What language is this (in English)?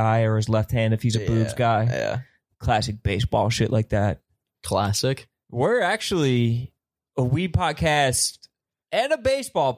English